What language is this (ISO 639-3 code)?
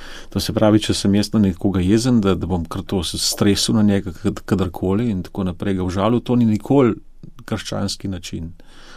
slv